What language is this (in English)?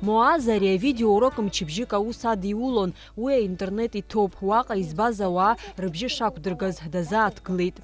Abkhazian